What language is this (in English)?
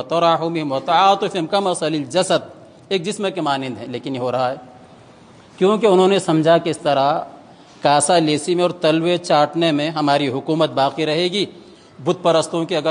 Urdu